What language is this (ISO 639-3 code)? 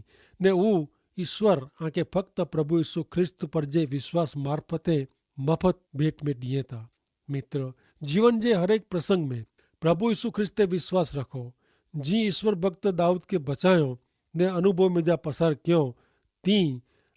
kfr